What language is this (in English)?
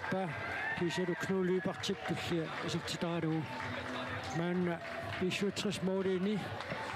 Kalaallisut